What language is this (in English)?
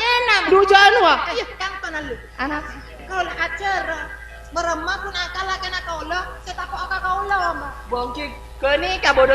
Madurese